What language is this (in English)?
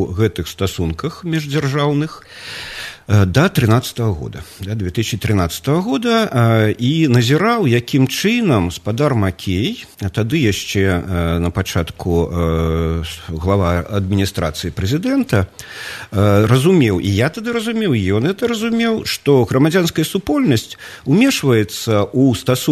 Belarusian